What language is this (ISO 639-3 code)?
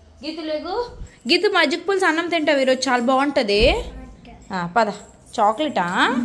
tel